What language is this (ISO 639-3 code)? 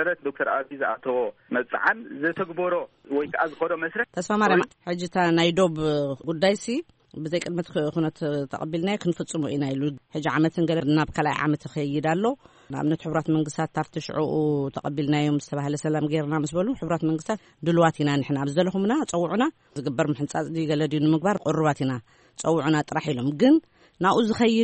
tir